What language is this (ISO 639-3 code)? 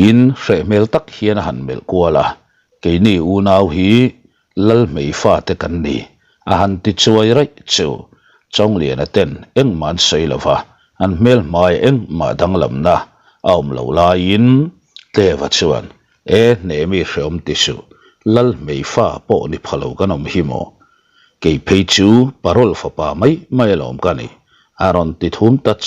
lus